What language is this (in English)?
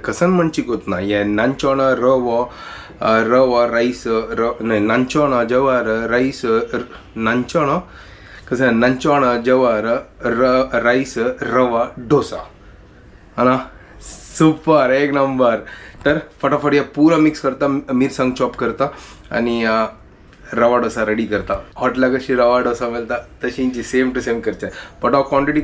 Konkani